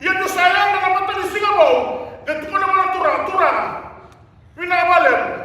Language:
Fijian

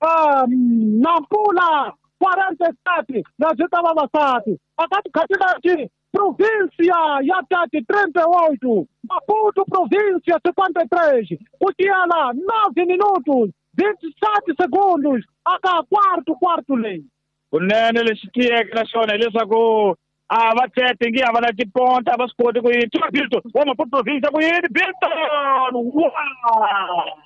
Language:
Tsonga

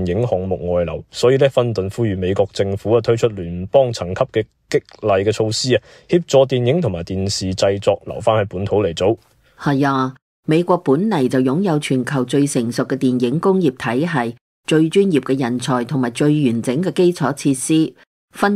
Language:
Cantonese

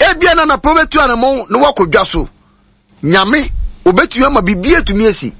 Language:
Akan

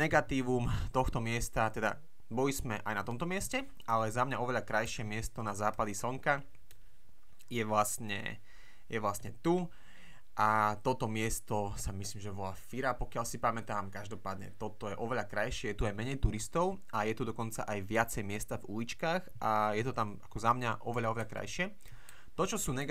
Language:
Slovak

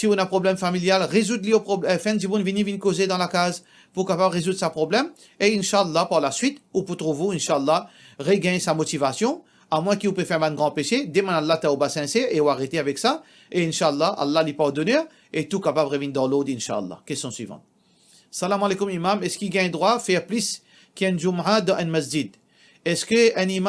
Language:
Morisyen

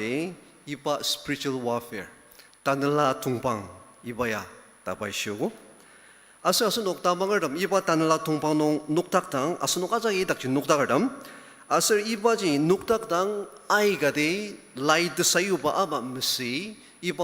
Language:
Ao Naga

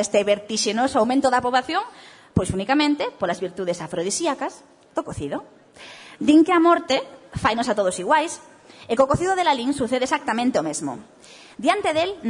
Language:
Galician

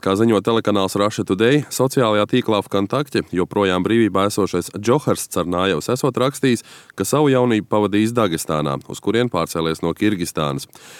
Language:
Latvian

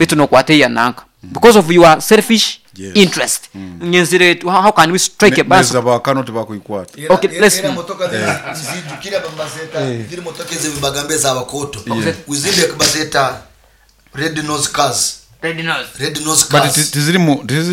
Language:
Nyoro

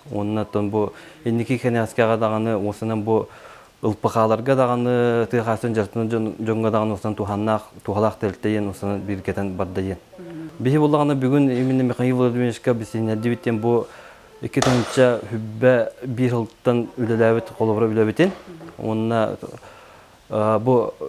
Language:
Yakut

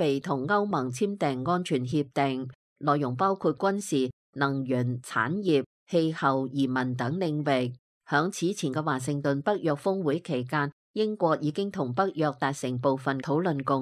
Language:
Cantonese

